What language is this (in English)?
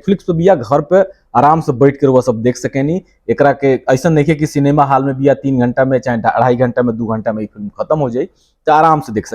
Bhojpuri